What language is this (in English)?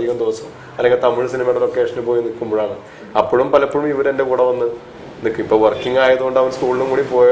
Malayalam